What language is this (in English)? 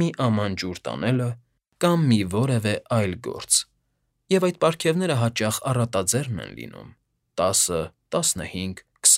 Armenian